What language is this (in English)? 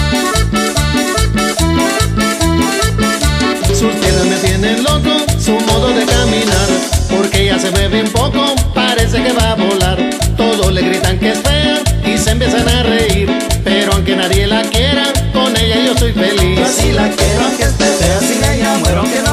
Spanish